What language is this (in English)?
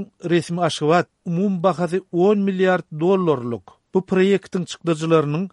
Turkmen